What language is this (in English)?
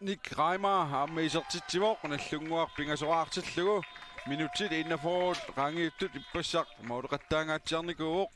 Kalaallisut